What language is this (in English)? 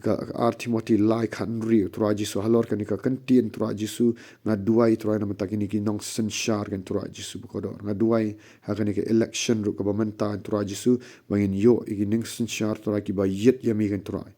Khasi